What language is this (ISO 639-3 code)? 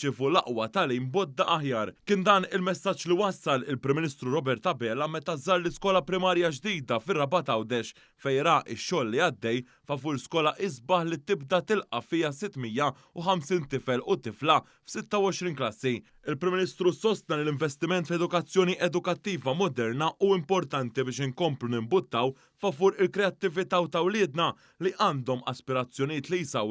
mlt